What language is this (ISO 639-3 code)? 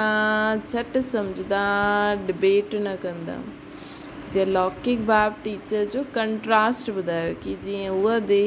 snd